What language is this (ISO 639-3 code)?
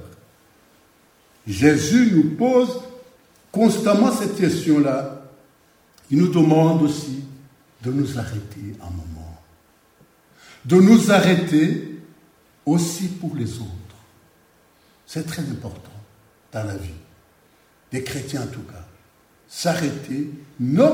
fra